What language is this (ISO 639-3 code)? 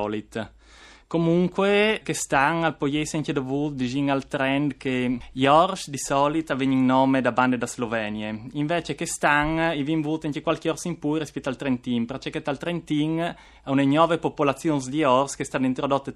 fur